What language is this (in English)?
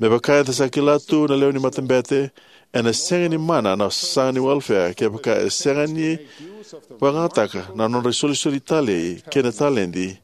Fijian